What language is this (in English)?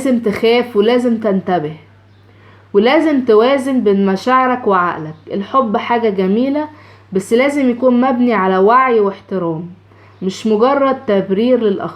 Egyptian Arabic